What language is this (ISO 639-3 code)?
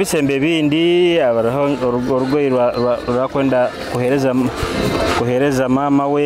nyo